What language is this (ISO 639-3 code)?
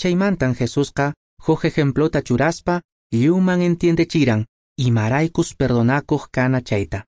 que